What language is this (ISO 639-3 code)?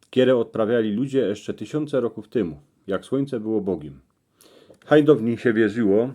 szl